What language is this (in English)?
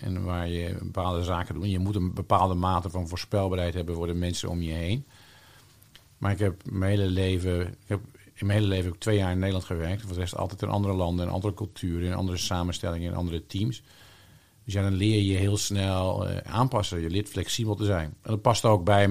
Dutch